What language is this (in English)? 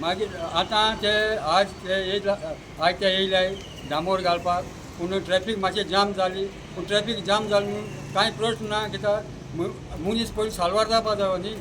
Konkani